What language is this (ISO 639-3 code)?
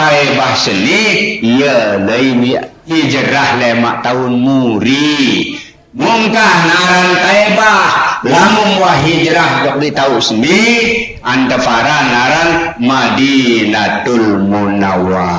sas